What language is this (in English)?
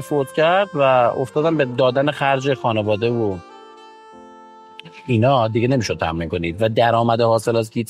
Persian